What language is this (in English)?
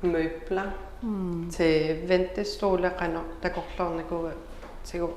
Kalaallisut